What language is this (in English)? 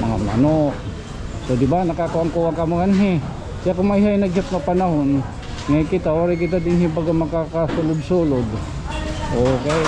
Waray